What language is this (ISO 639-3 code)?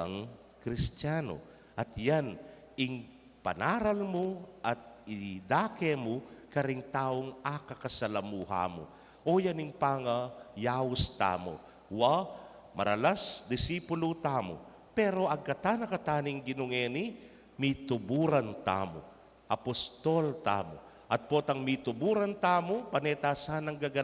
pam